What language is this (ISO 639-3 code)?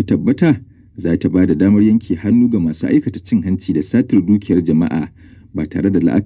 hau